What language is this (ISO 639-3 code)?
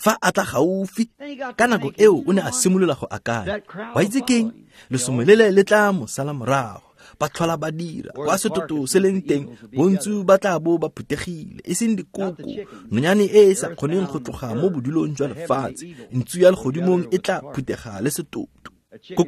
tsn